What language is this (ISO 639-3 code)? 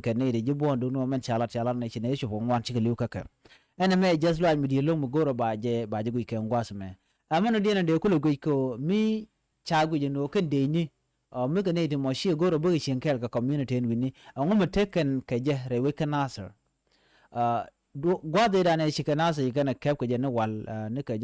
nus